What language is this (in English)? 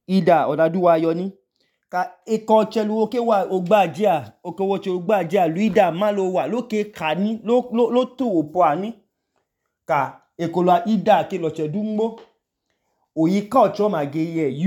Idoma